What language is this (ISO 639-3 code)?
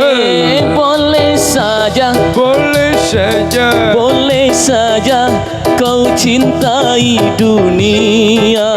sun